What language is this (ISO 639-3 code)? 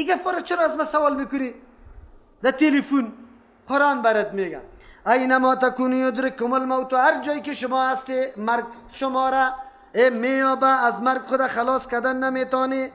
fas